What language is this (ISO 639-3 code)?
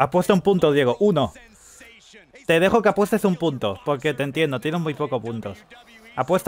spa